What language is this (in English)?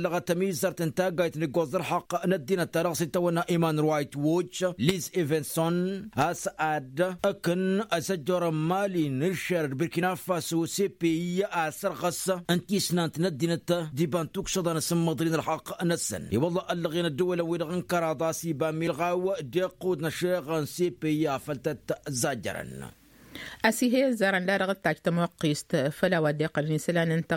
Tamasheq